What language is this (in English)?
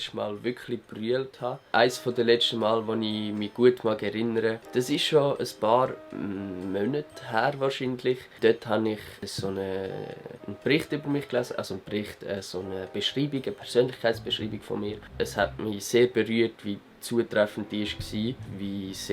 Swiss German